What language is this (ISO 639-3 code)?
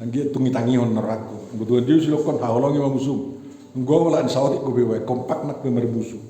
bbc